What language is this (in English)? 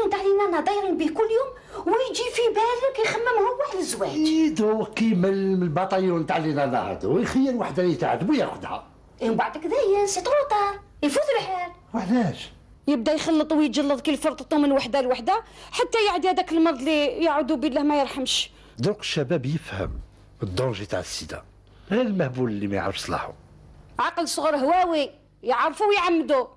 Algerian Arabic